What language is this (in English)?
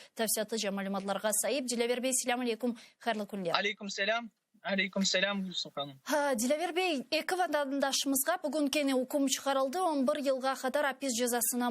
Crimean Tatar